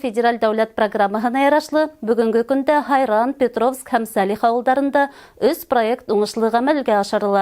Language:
Bashkir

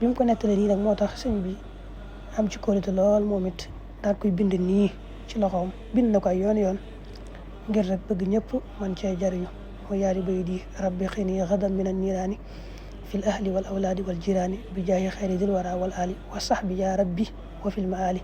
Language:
Wolof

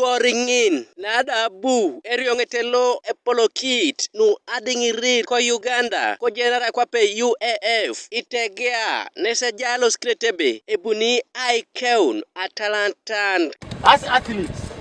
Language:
Teso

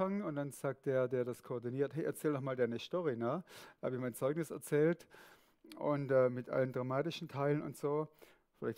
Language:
Swiss German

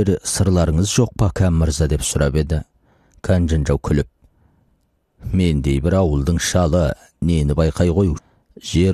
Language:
Kazakh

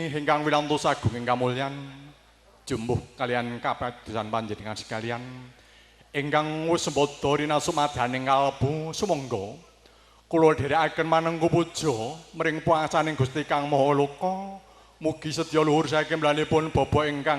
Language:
Javanese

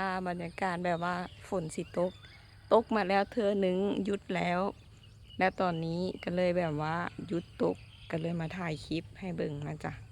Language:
Lao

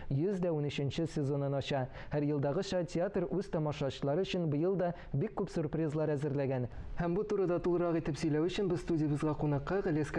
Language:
Tatar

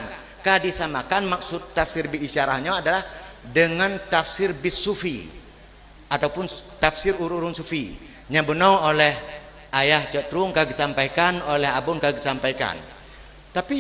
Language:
Achinese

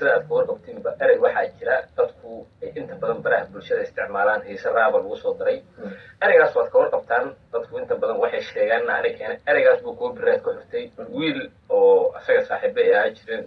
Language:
Somali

